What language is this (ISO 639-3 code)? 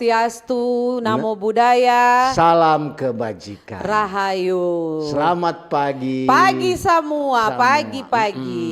xmm